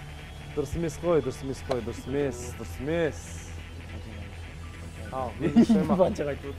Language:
Kazakh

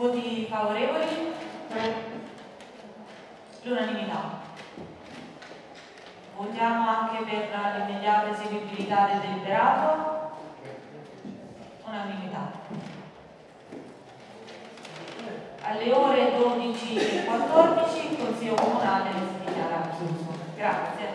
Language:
Italian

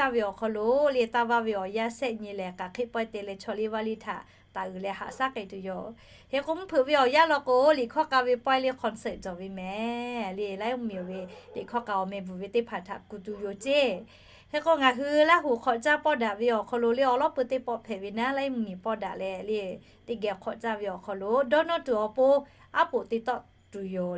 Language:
Lahu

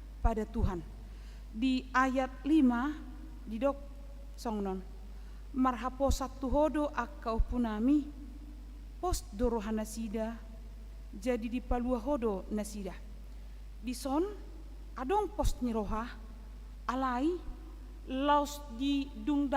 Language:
Batak Toba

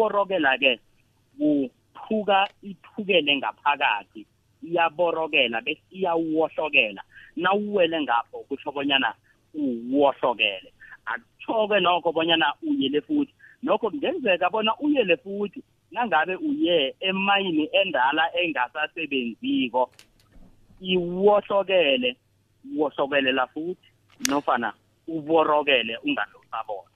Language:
South Ndebele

